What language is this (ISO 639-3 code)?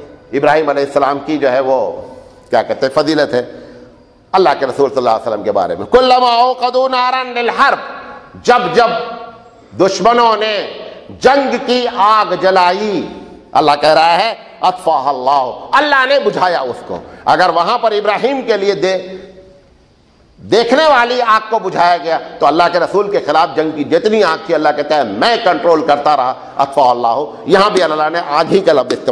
urd